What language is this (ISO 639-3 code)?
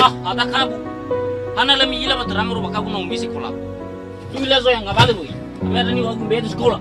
nia